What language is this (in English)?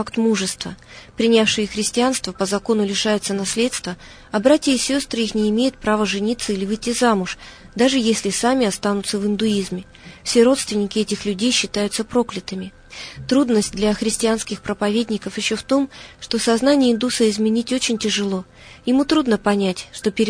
Russian